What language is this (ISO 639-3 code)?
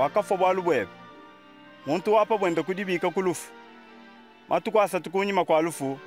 lua